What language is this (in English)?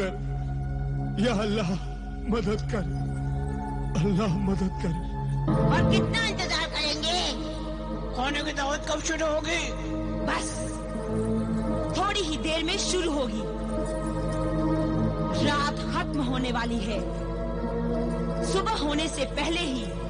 Hindi